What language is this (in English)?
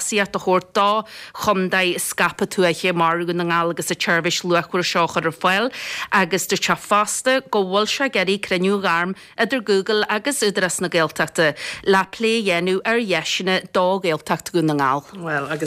Irish